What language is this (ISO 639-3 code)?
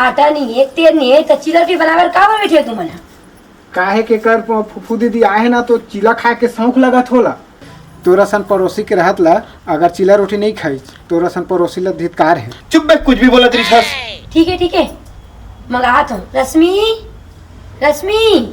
hne